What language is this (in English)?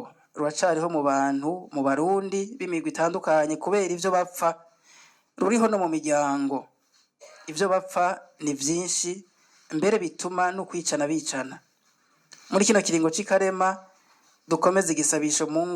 Rundi